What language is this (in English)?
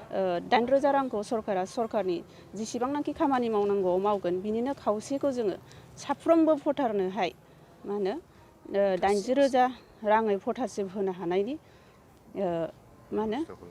Bodo